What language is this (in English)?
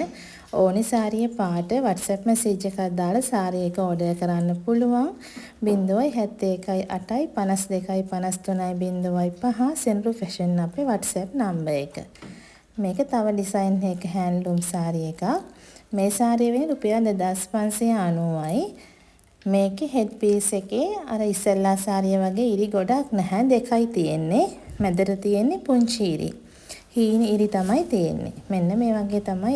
Sinhala